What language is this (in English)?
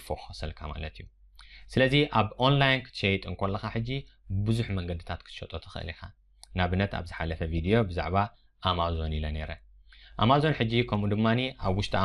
Tigrinya